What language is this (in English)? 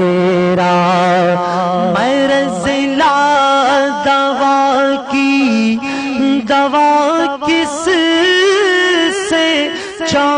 Urdu